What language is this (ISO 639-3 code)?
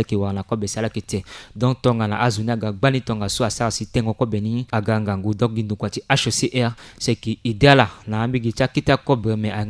sag